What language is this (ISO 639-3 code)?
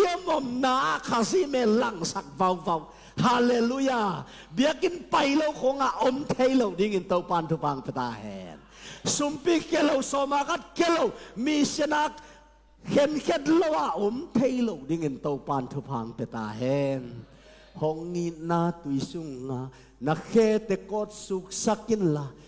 ctd